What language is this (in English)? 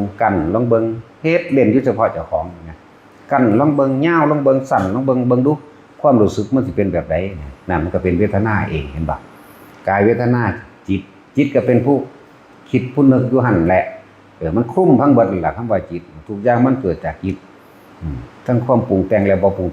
Lao